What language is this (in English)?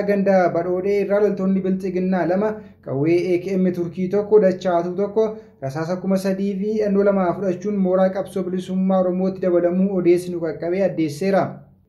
Oromo